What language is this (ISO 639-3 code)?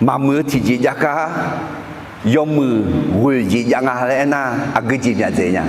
ahk